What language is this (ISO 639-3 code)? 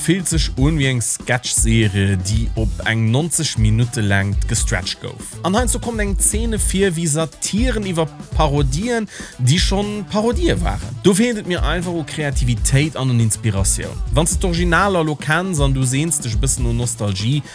ltz